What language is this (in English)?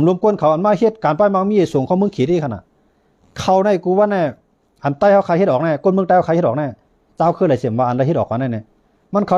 Shan